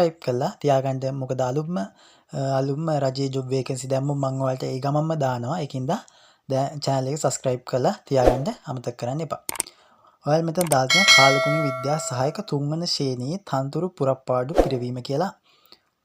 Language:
Sinhala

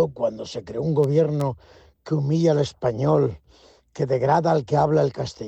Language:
Spanish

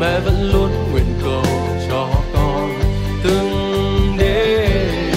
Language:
Central Mnong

